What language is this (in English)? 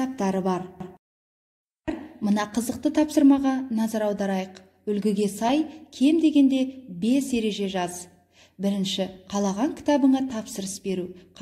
Kazakh